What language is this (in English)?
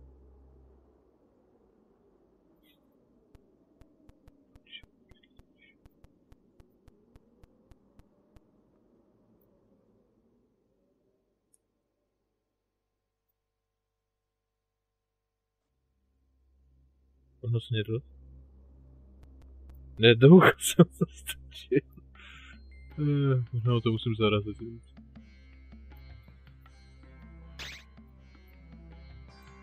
Czech